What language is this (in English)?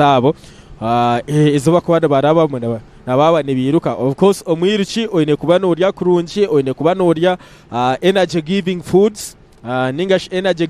Nyankole